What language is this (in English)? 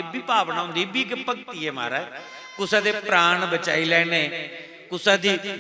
Dogri